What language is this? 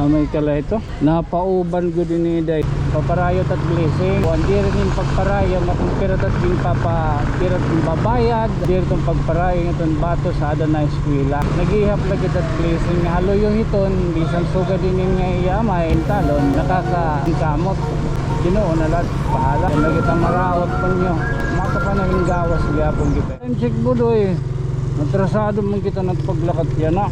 Waray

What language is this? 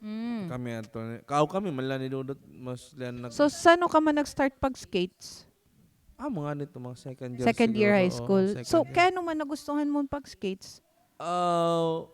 Waray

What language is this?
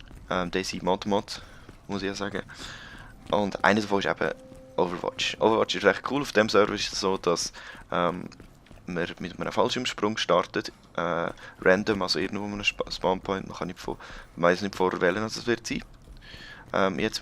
Swiss German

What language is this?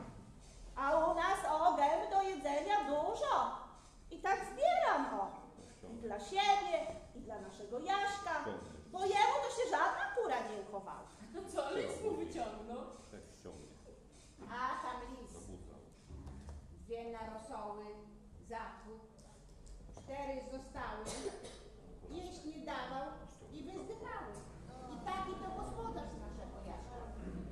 Polish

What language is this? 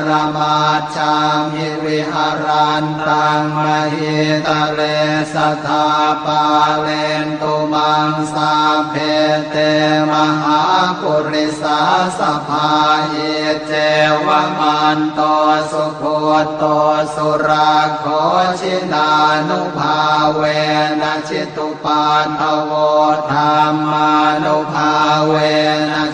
Pali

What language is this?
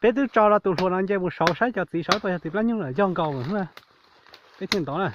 Hmong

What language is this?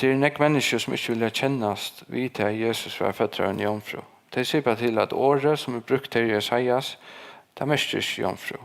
Faroese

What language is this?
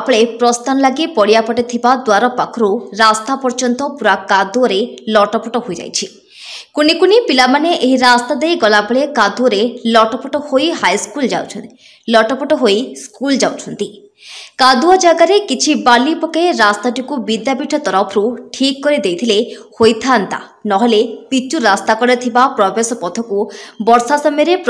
Odia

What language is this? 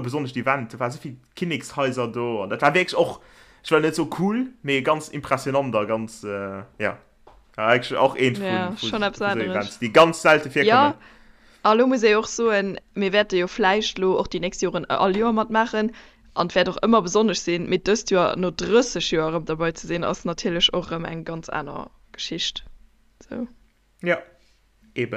Luxembourgish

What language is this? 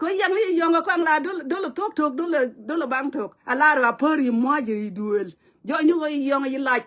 Nuer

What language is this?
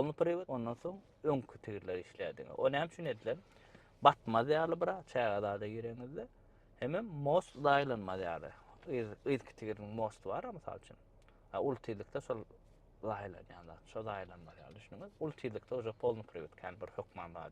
Turkmen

